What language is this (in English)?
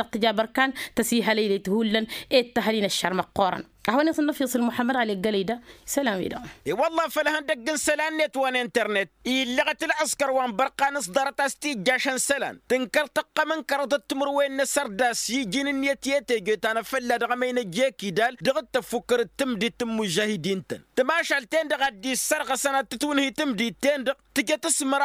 Tamasheq